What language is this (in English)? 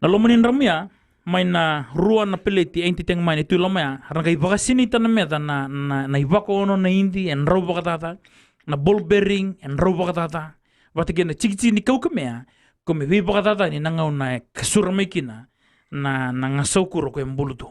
Fijian